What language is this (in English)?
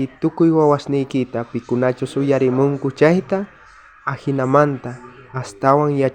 South Bolivian Quechua